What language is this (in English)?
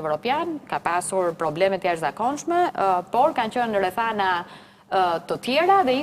Albanian